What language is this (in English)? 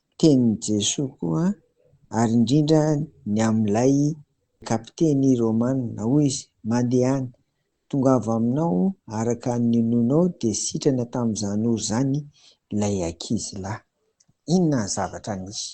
Malagasy